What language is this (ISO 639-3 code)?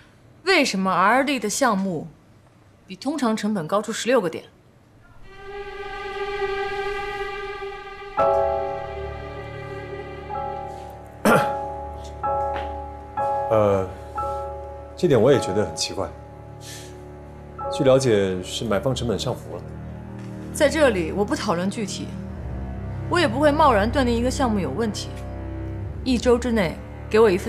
zho